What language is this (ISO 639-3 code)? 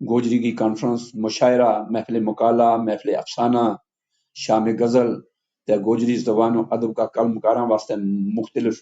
gju